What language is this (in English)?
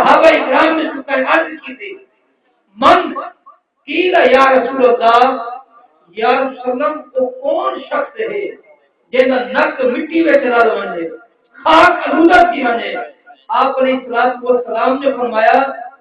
Saraiki